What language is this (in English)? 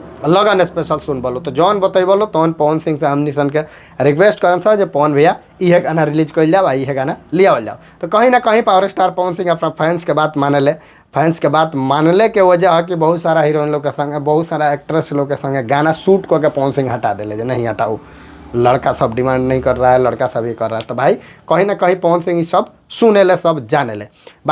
Bhojpuri